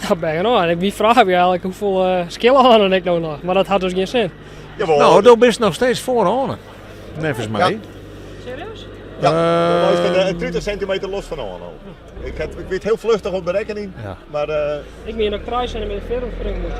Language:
Western Frisian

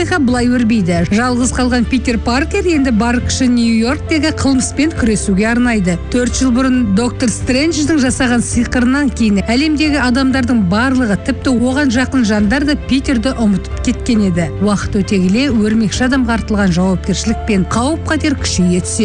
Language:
Kazakh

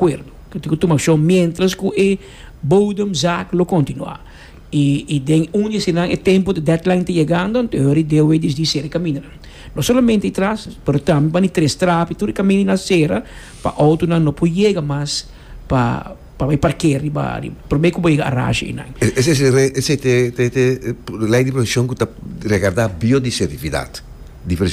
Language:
Papiamento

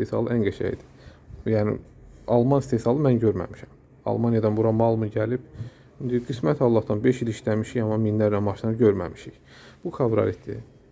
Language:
Azerbaijani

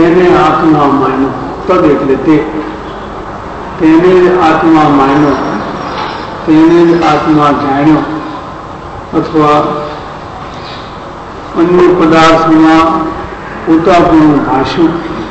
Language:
Gujarati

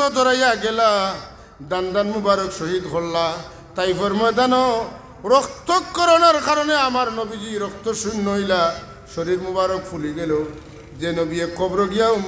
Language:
Sylheti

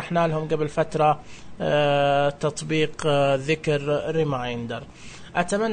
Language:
Najdi Arabic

